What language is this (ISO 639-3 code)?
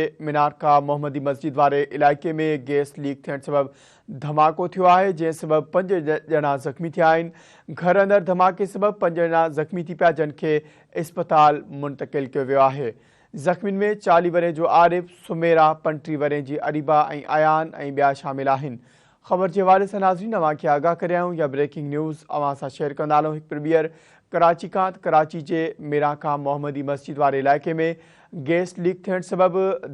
snd